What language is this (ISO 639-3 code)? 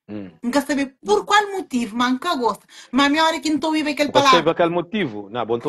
kea